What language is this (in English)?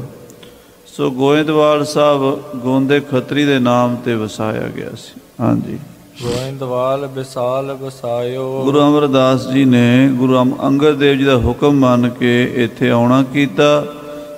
Punjabi